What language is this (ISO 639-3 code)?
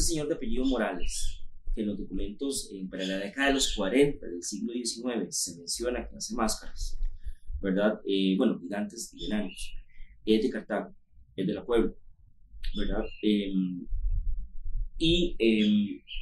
spa